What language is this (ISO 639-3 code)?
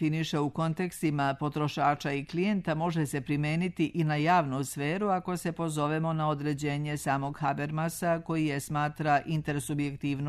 srp